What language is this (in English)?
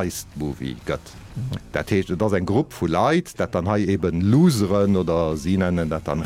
Luxembourgish